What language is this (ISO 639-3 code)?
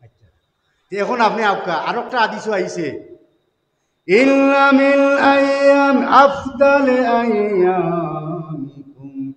syl